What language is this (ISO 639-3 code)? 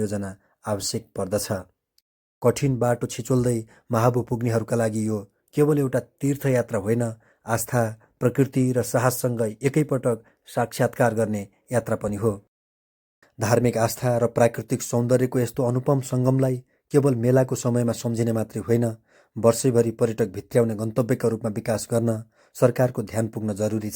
nep